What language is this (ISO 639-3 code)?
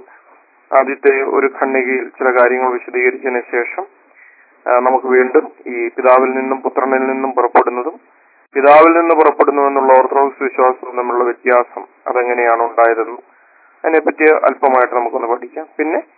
mal